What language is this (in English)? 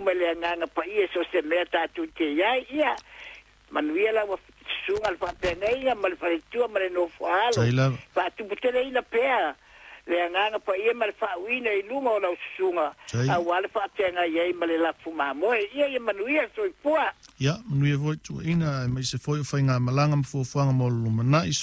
Samoan